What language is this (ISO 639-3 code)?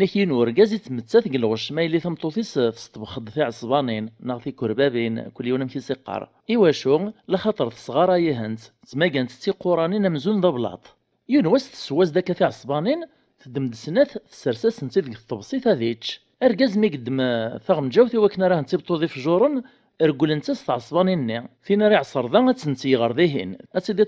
kab